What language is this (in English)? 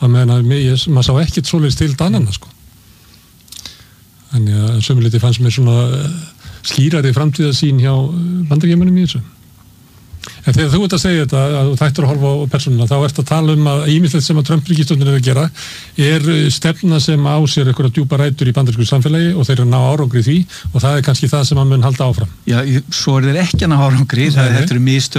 Icelandic